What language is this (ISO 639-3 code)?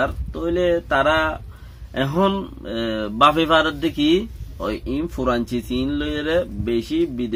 rhg